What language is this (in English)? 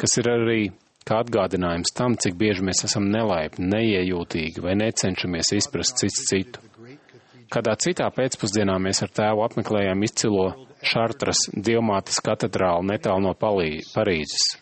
Latvian